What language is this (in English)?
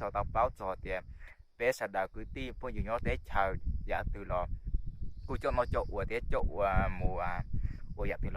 Hmong